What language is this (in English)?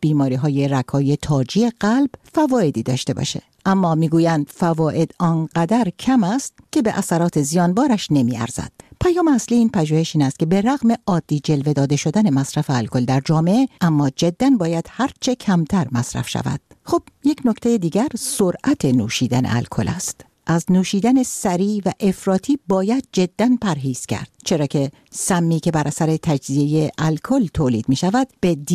Persian